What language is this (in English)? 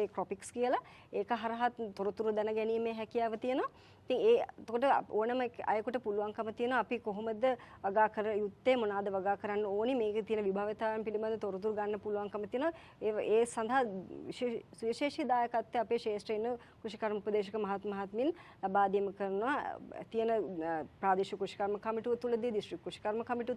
Sinhala